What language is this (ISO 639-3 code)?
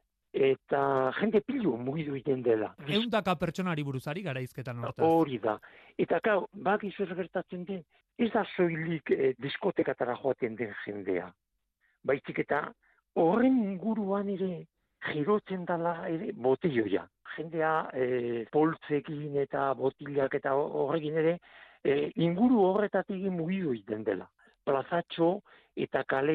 eus